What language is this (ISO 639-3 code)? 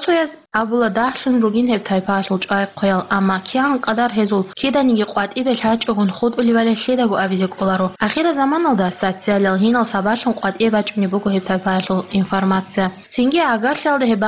ava